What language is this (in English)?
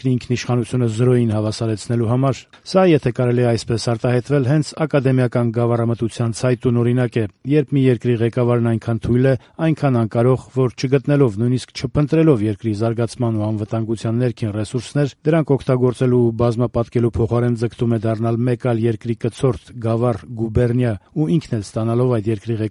Armenian